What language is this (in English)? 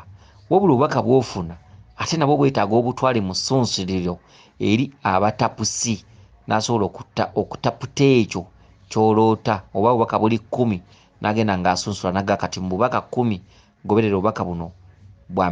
Ganda